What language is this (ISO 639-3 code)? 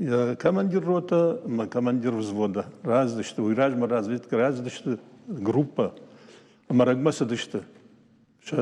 oss